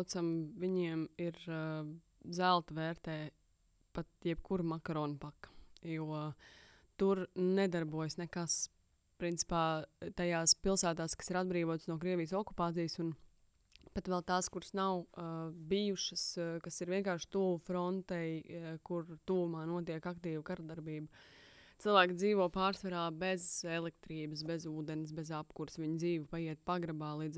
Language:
Latvian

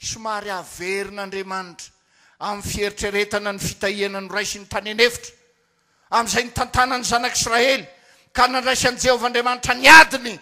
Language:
Malagasy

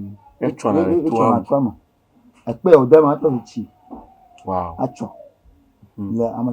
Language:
Ewe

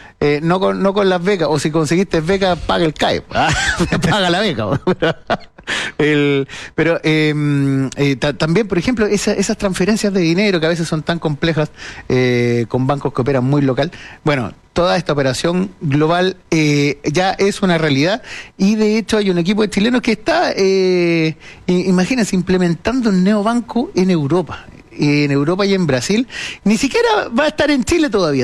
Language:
Spanish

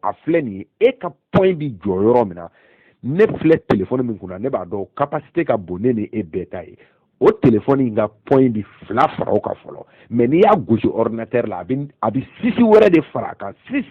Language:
Bambara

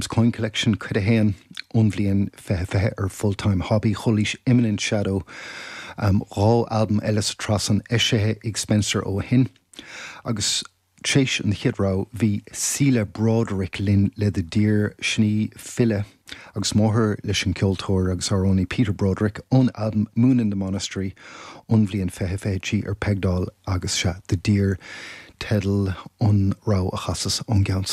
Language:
Irish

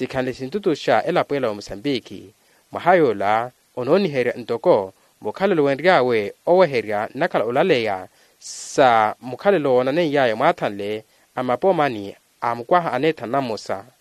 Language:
Makhuwa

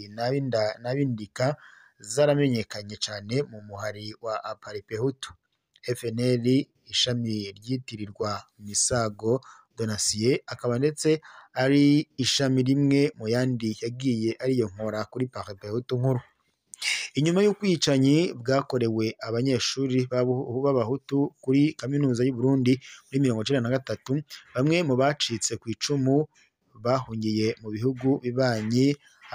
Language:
Rundi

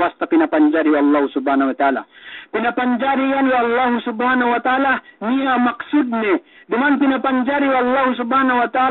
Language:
Yakan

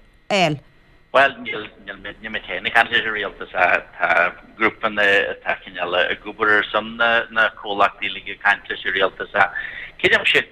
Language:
Irish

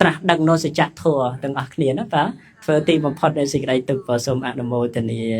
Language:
Khmer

